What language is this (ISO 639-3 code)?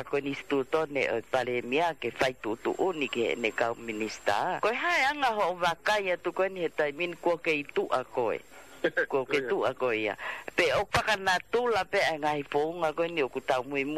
ton